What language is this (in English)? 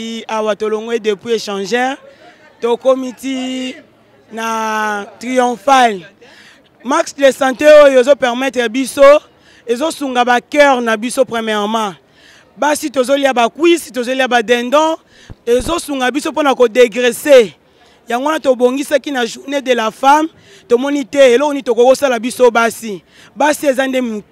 Lingala